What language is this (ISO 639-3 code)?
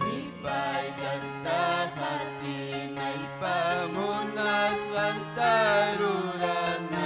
quy